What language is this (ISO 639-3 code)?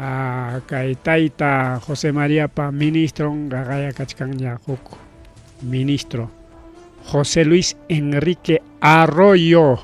quy